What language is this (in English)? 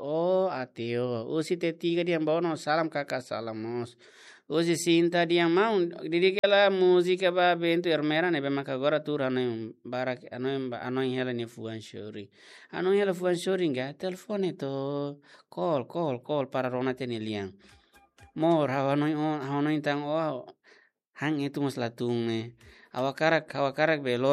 Tetum